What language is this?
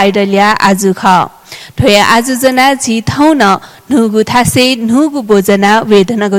Newari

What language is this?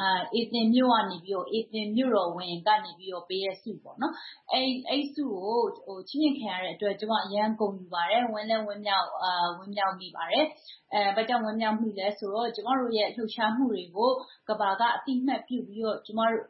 Burmese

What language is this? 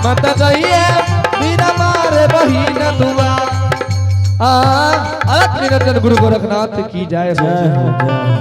Angika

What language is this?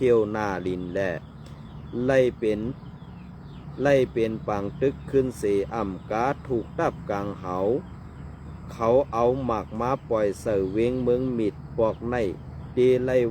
Shan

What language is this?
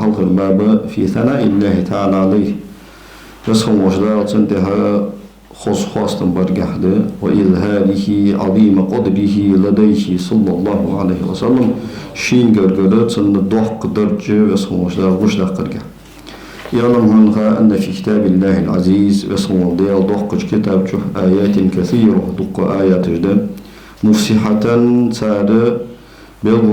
Ingush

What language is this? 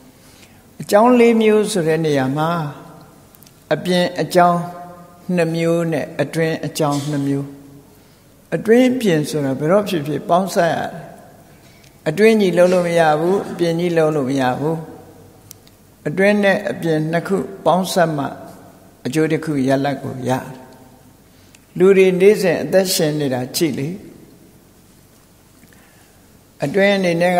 Burmese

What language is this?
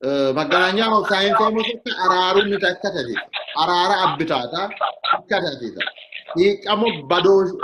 Sidamo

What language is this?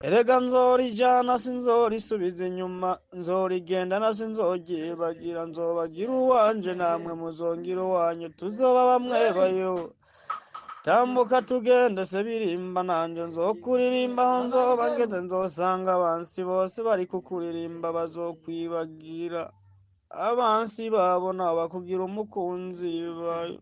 Rundi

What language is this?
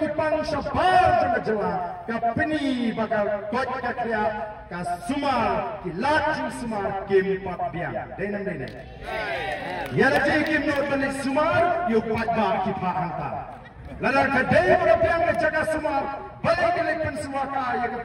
Khasi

